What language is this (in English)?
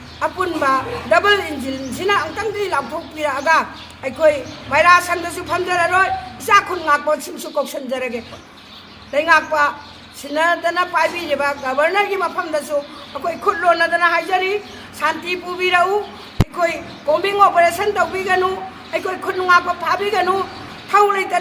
Manipuri